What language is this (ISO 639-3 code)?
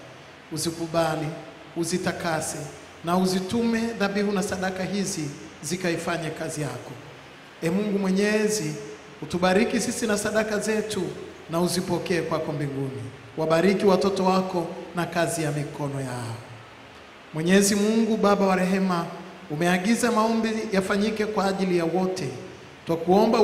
swa